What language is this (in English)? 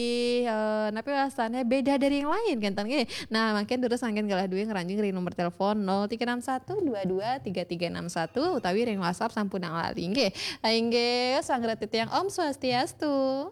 Balinese